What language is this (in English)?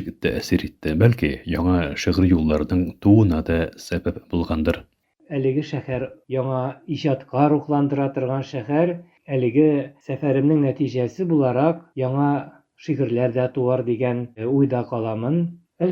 Tatar